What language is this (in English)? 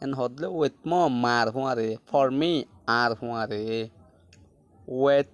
Rohingya